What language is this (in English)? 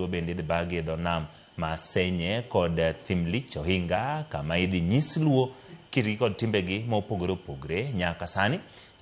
Luo (Kenya and Tanzania)